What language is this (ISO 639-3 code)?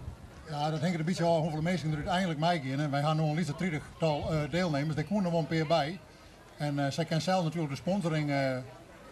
fry